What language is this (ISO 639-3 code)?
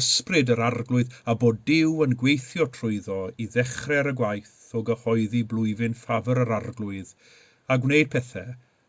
cym